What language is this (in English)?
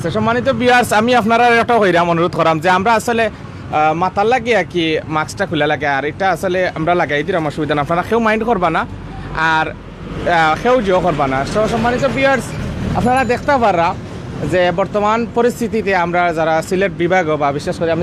Sylheti